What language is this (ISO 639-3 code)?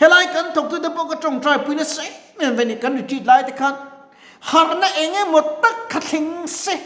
lus